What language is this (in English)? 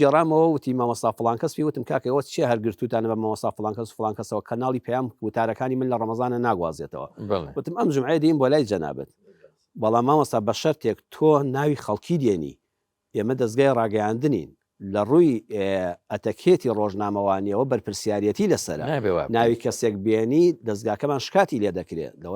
Central Kurdish